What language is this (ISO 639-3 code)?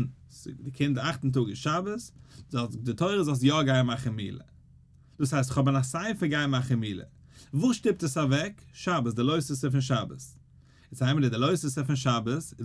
yid